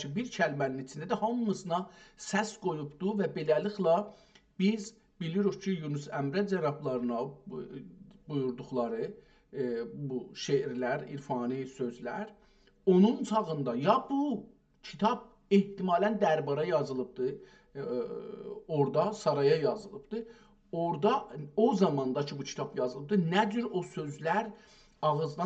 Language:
South Azerbaijani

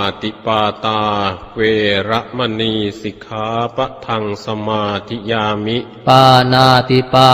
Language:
Pali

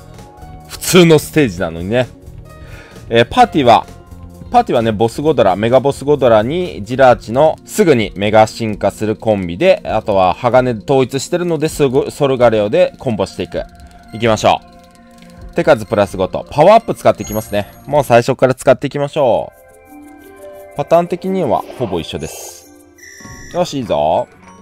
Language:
Japanese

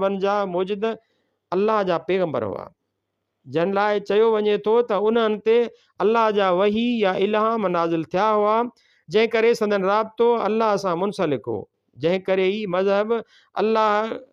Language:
Sindhi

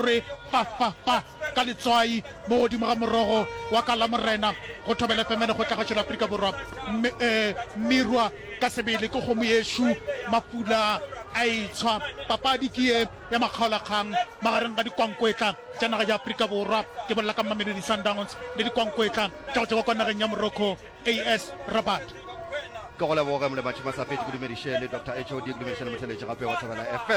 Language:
Northern Sotho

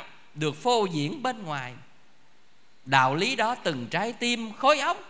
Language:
Vietnamese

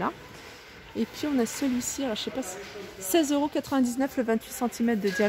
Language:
French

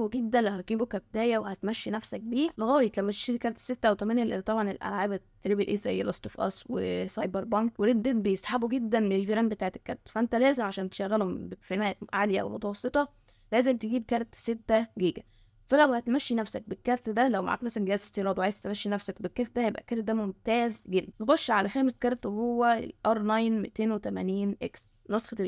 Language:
Egyptian Arabic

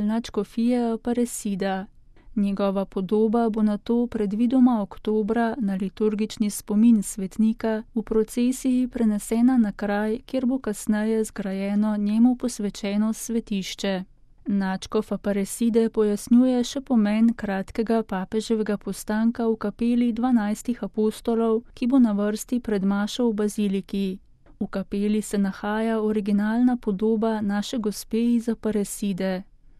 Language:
Slovenian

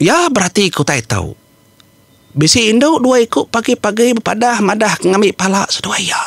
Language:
Iban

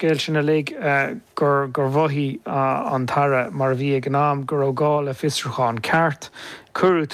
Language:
Irish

